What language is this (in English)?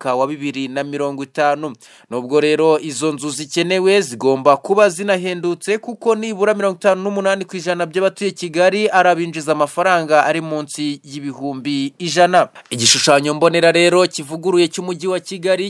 Kinyarwanda